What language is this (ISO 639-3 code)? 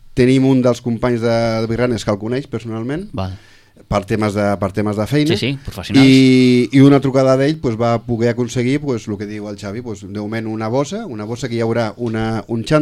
cat